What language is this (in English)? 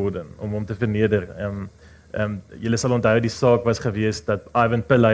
Afrikaans